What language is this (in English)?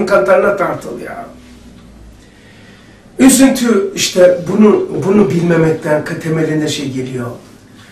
Turkish